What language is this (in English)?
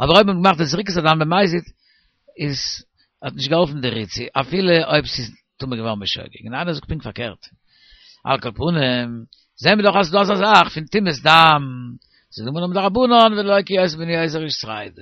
Yiddish